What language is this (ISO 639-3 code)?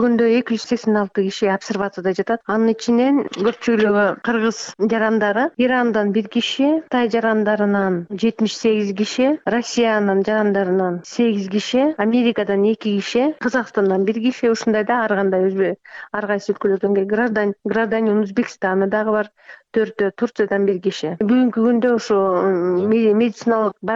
kir